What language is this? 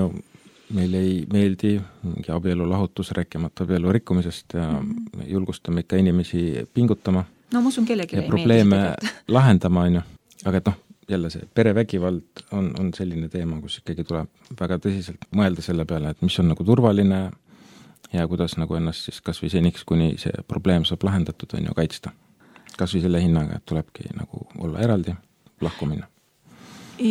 Estonian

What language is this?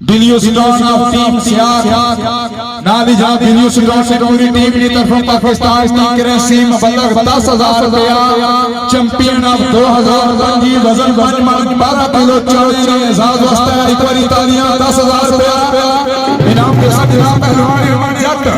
Pahari-Potwari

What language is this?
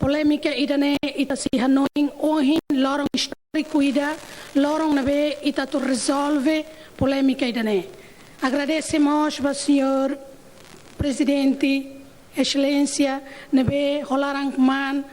Tetum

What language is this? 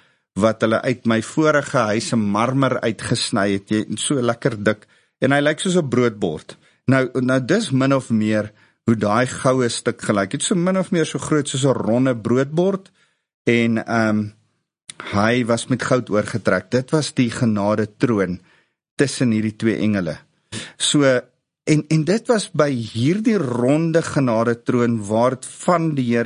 Afrikaans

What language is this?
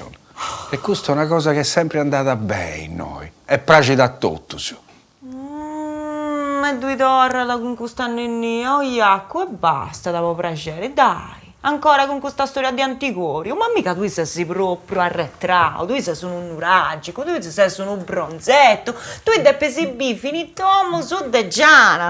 Sardinian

